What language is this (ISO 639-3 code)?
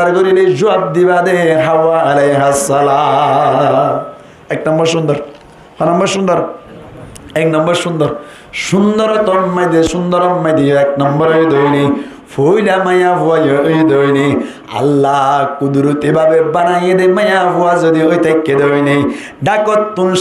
rhg